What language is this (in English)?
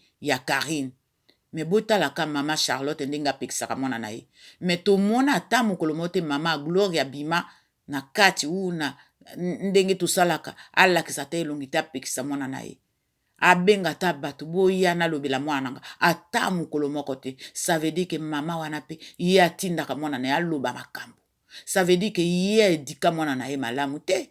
Lingala